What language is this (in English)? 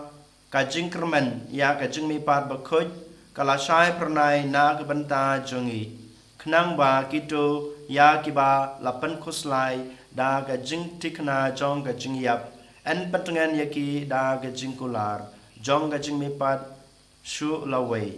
Khasi